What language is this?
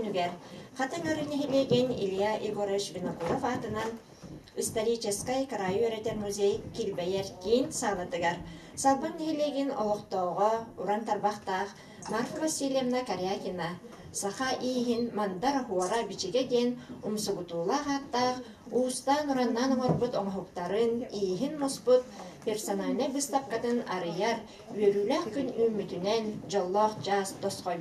Yakut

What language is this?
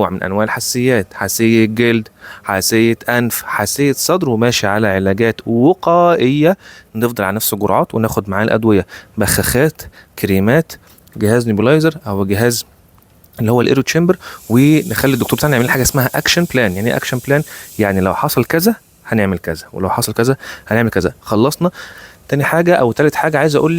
Egyptian Arabic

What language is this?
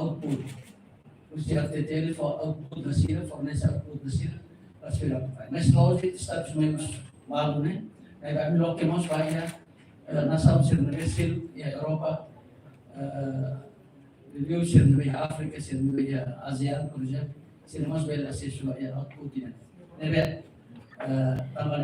Tetum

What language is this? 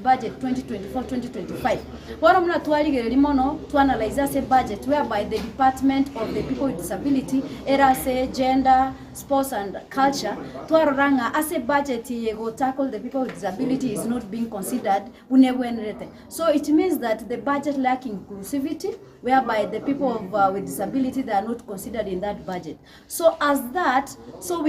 Gusii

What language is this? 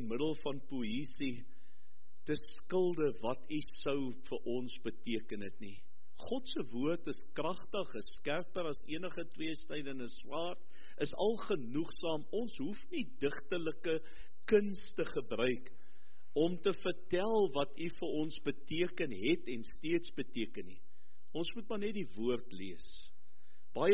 Afrikaans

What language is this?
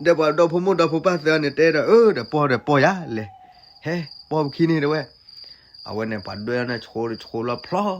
S'gaw Karen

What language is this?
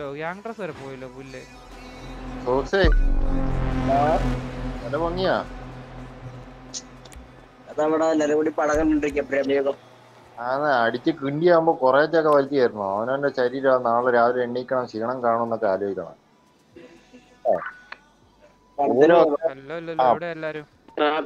Malayalam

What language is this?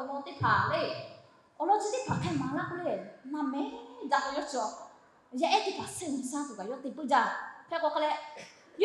Lahu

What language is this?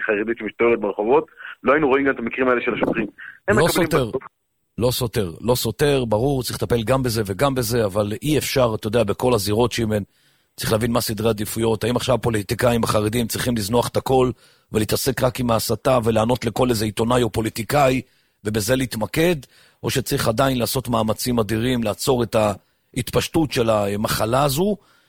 Hebrew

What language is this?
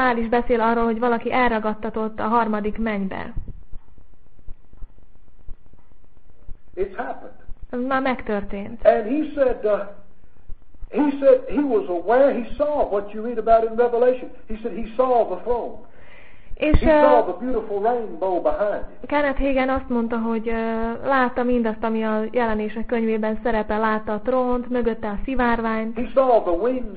Hungarian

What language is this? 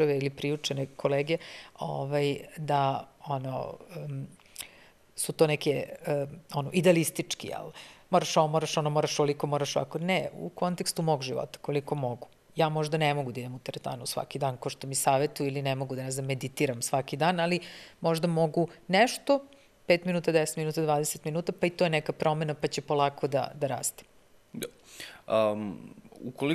Serbian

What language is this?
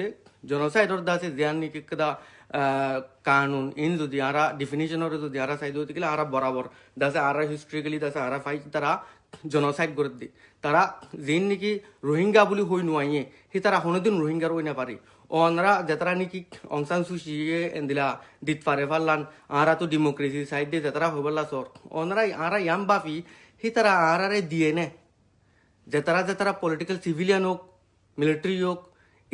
Rohingya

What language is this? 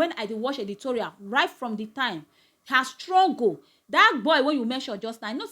Nigerian Pidgin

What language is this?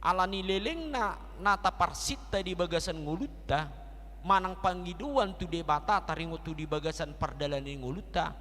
Batak Toba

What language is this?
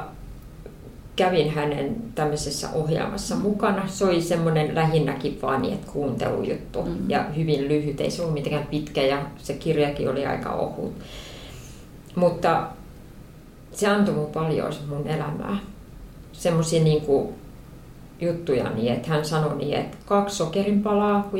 Finnish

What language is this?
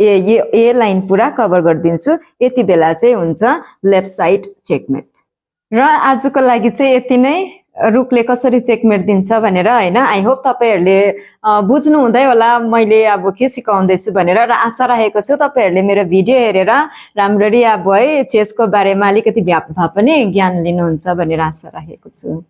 Nepali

